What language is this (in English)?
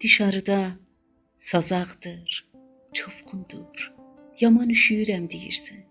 South Azerbaijani